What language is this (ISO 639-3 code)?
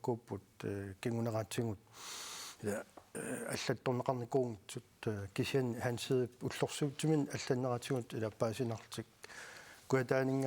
kal